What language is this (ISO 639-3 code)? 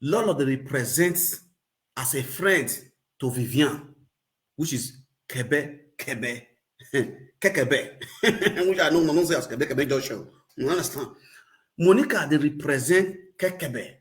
pcm